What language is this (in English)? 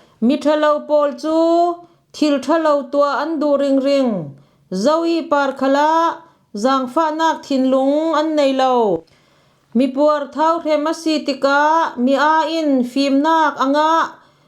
Falam Chin